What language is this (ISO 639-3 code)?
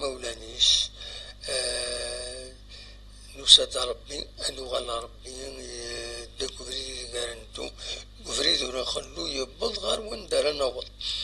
kab